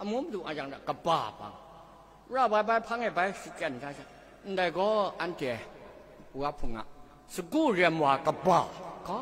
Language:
Kachin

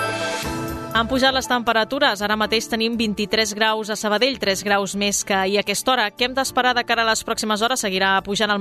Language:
Catalan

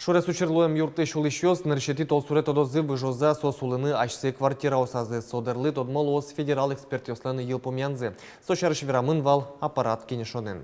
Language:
Udmurt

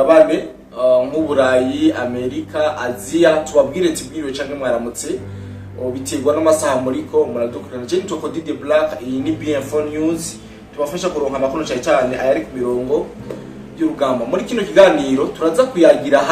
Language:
Rundi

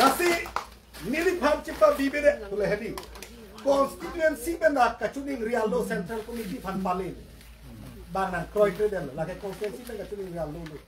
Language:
Karbi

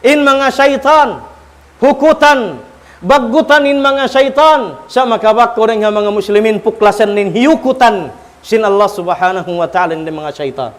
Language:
Tausug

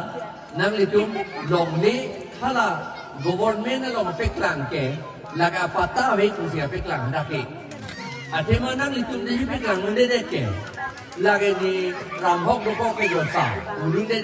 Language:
Karbi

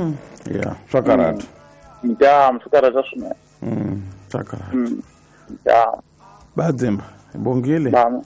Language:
Tsonga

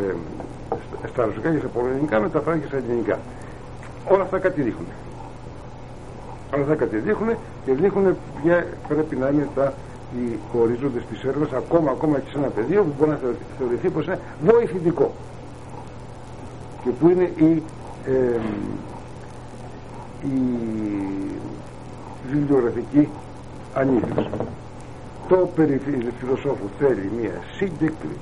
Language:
Greek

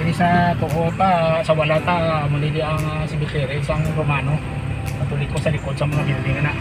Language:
Hiligaynon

